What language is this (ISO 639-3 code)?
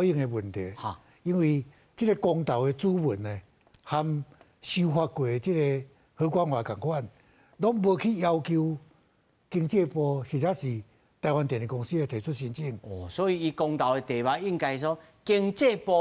nan